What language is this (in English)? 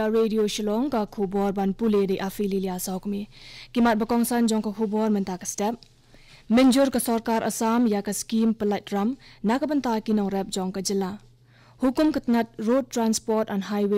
Khasi